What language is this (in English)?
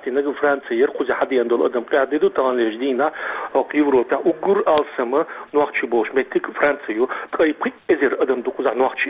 Chechen